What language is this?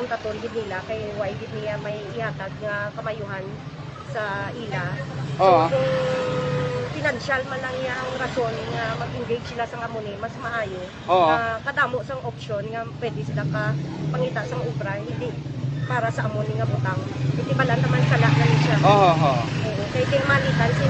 Hiligaynon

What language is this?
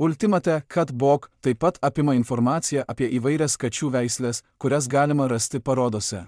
Lithuanian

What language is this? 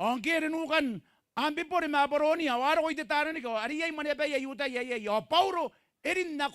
Gilbertese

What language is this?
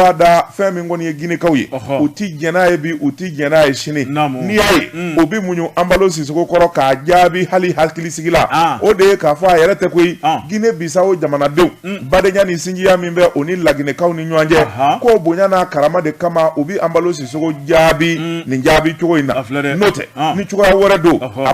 Bambara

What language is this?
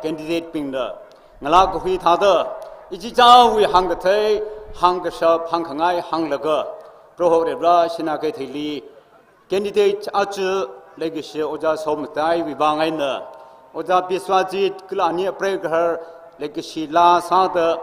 Tangkhul Naga (India)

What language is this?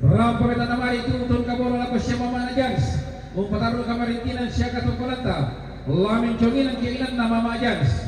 Toraja-Sa'dan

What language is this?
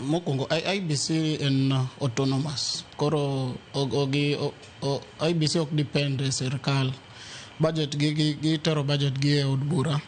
Luo (Kenya and Tanzania)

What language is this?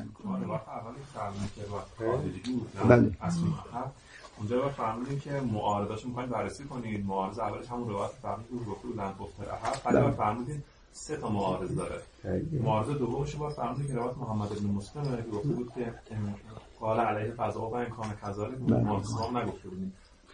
Persian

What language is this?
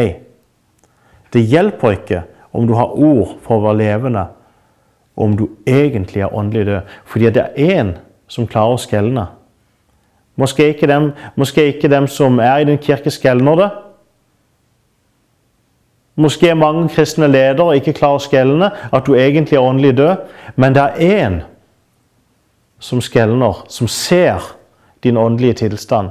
Norwegian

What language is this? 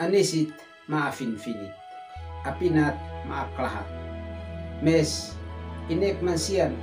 Uab Meto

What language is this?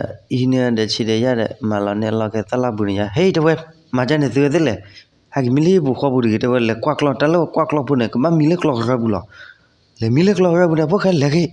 S'gaw Karen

